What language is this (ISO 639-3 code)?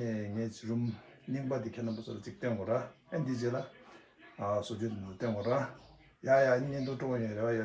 bod